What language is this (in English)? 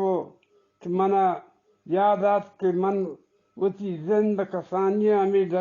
Eastern Balochi